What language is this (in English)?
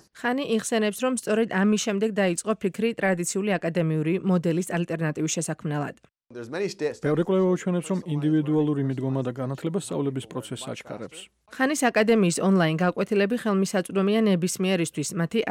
Georgian